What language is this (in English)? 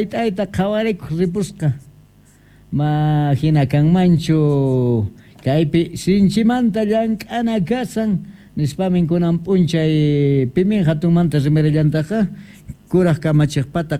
Quechua